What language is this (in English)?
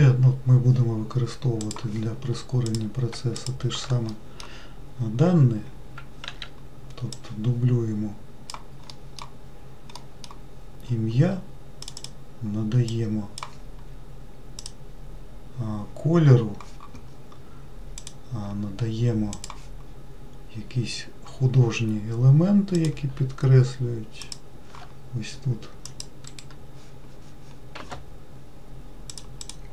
Ukrainian